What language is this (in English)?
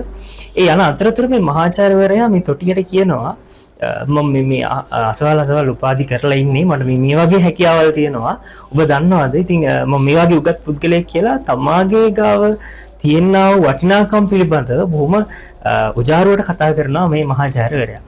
Sinhala